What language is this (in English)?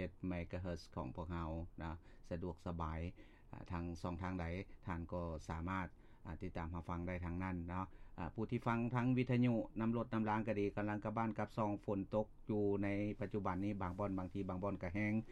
Lao